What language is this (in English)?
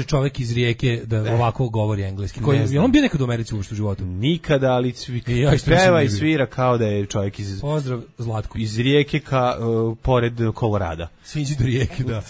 Serbian